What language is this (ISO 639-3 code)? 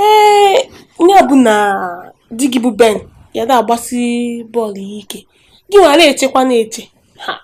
ibo